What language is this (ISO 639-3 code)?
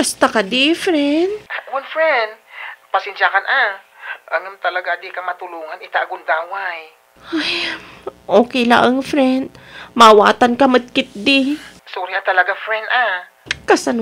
ilo